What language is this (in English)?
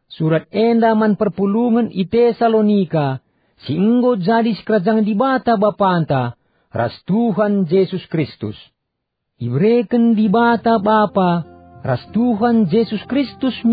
Batak Karo